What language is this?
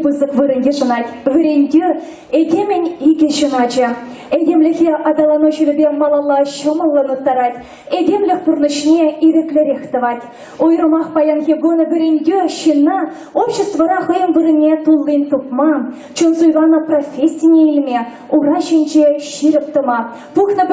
Chuvash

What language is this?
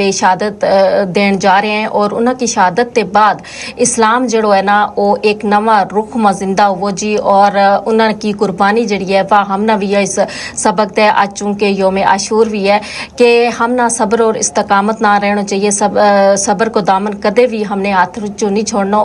Gujari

